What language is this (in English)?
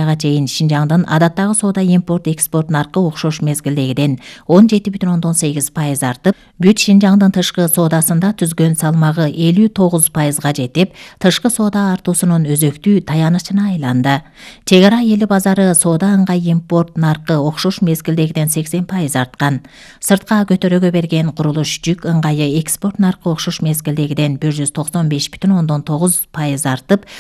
Kyrgyz